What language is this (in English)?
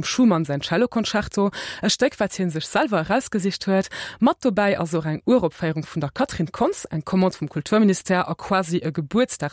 Luxembourgish